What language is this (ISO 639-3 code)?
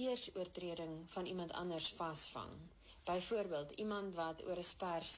afr